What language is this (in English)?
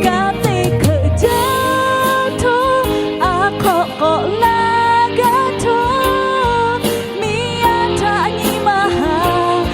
Lahu